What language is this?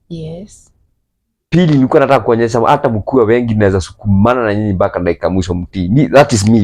Swahili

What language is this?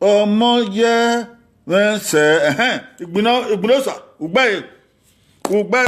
Bini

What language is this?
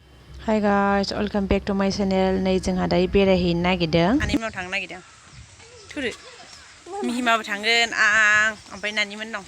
Bodo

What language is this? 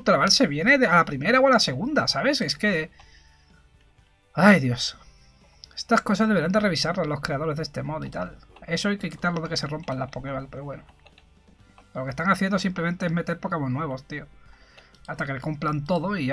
Spanish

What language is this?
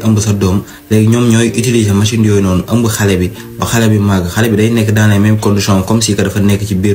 Wolof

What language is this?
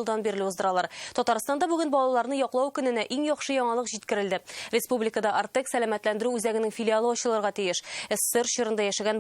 Tatar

